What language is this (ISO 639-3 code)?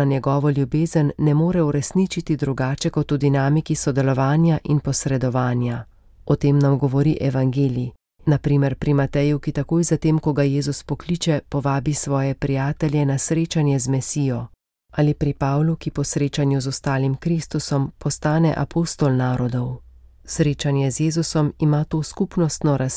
slv